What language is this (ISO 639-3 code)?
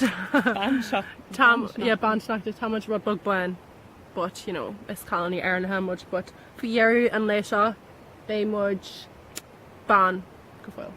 gle